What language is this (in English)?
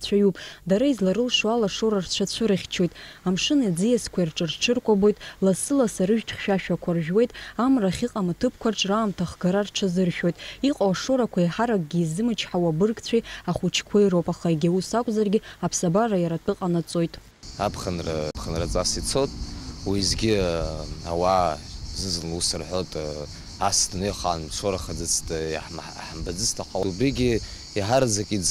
Abkhazian